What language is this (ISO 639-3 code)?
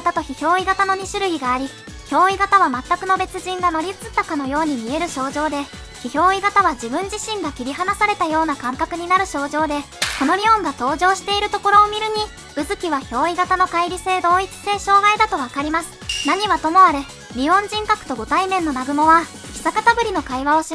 jpn